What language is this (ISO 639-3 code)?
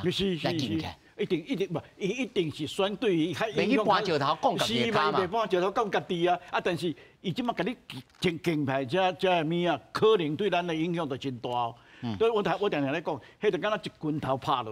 nan